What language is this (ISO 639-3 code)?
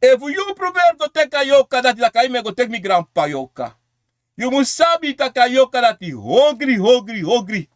srn